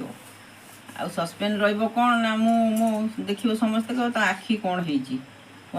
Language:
Odia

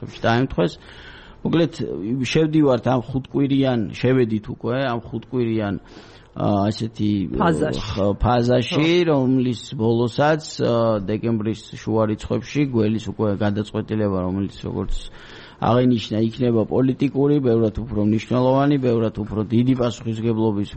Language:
Georgian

